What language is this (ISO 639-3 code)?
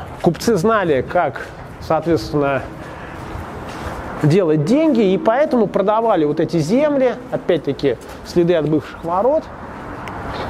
rus